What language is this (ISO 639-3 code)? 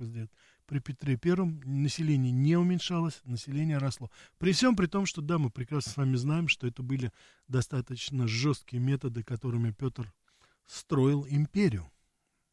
rus